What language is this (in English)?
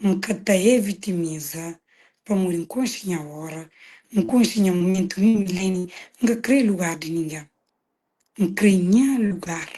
Kabuverdianu